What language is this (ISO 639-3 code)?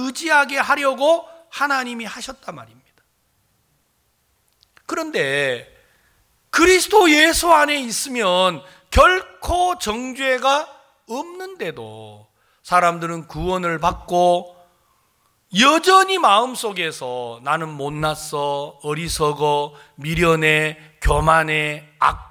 kor